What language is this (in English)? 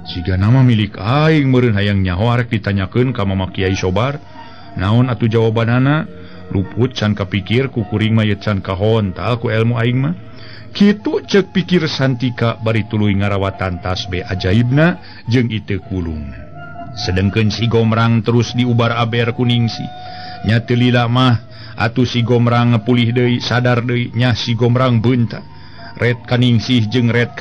Sundanese